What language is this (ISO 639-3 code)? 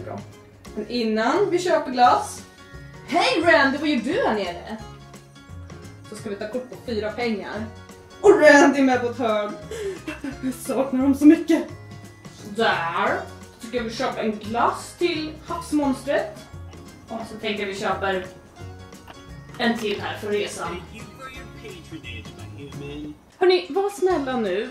swe